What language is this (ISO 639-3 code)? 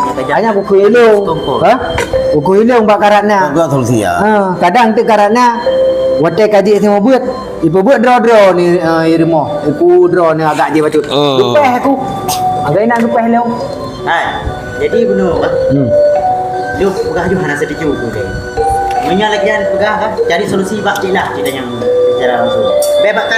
ace